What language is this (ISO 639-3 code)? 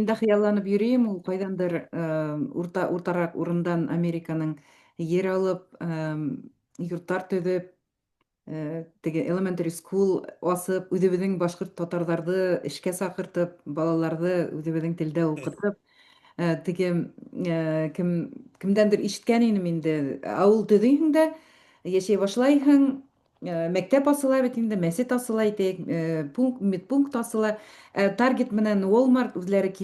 bak